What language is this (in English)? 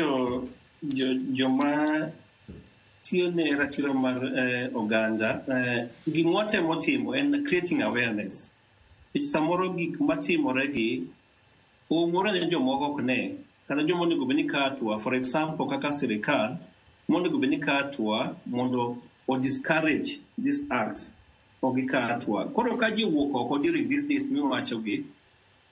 Luo (Kenya and Tanzania)